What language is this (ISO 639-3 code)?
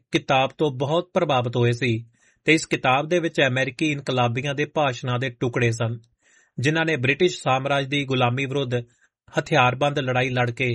pan